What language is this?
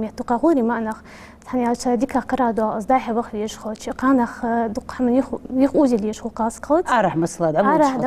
Ingush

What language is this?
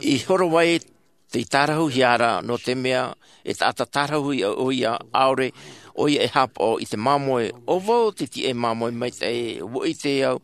Tahitian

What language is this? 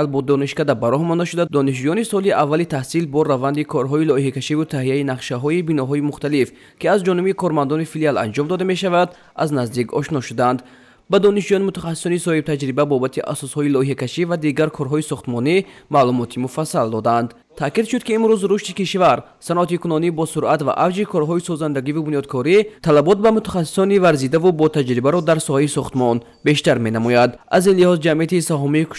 Tajik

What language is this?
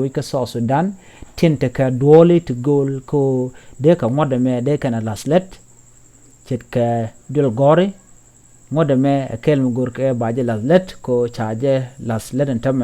Nuer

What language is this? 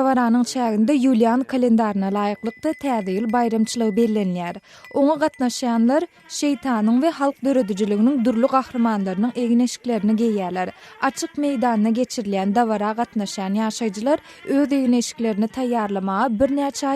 Turkmen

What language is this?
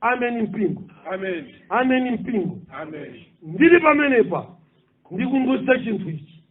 Nyanja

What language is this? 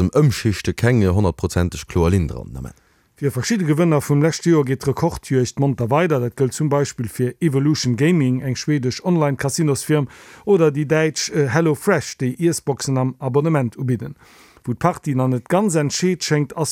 Luxembourgish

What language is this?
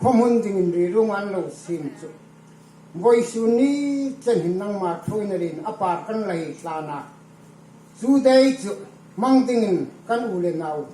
Hmar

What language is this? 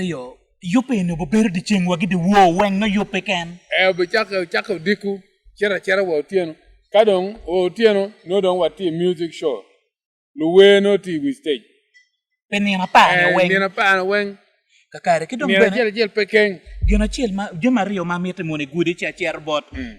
Acoli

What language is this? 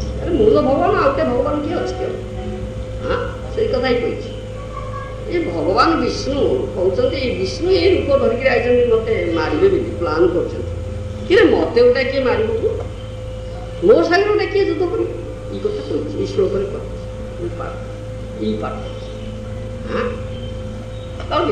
Odia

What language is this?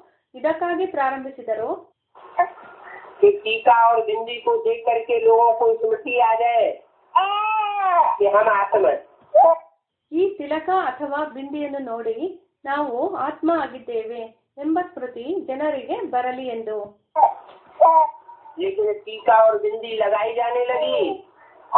Kannada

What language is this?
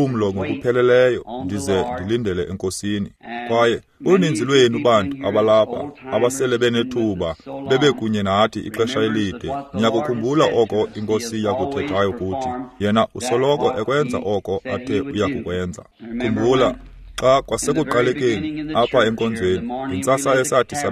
Xhosa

